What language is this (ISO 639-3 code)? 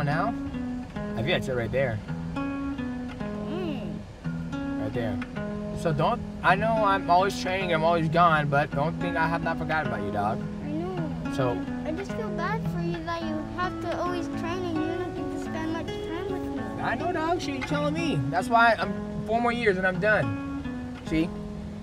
eng